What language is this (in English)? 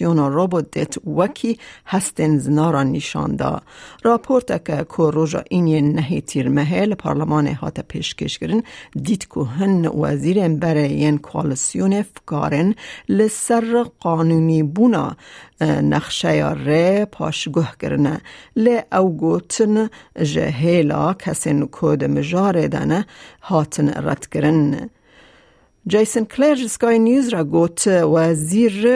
Kurdish